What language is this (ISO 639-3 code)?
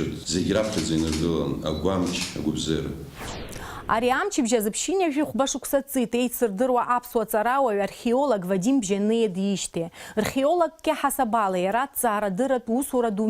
abk